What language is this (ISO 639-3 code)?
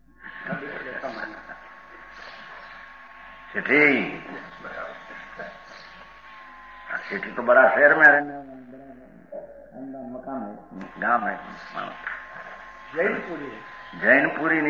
guj